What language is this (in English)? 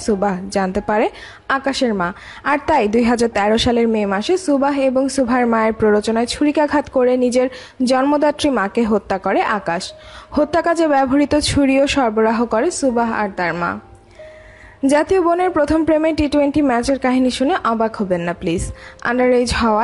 Bangla